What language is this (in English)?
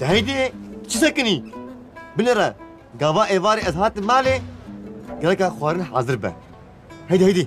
Kurdish